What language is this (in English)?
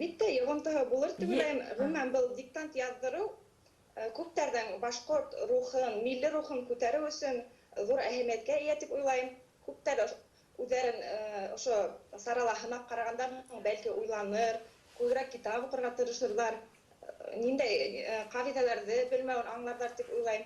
Bashkir